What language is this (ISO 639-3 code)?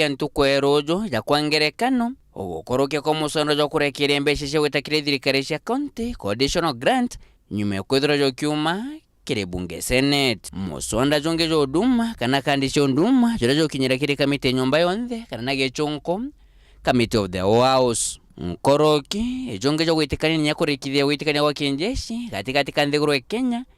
mer